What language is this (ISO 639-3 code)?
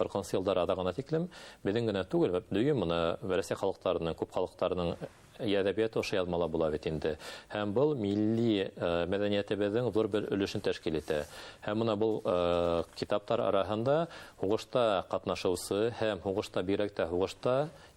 bak